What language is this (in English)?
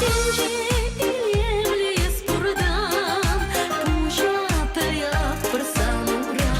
Chuvash